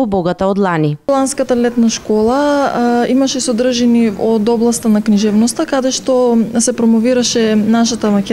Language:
Macedonian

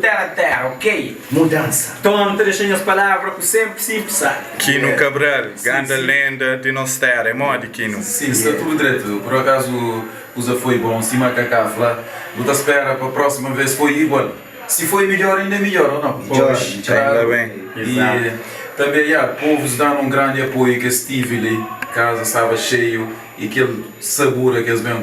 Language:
Kabuverdianu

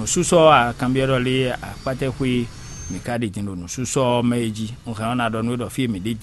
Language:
Fon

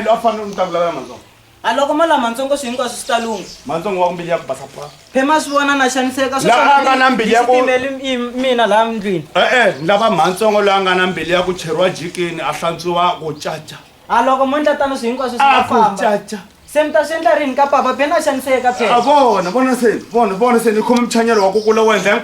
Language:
Tsonga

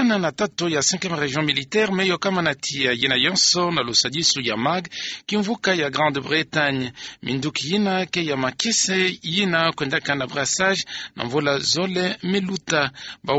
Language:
Kituba (Democratic Republic of Congo)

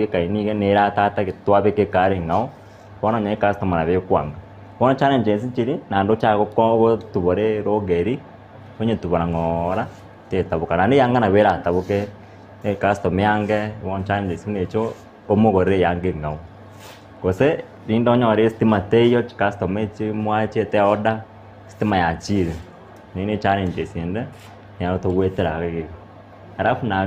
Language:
Gusii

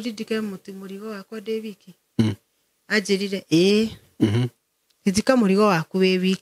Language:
Kikuyu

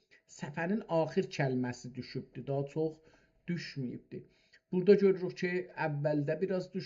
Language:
South Azerbaijani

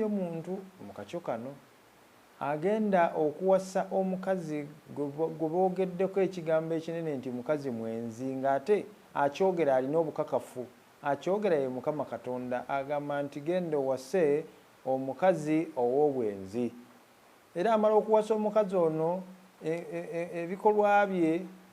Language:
Ganda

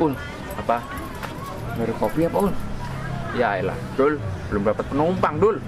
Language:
Betawi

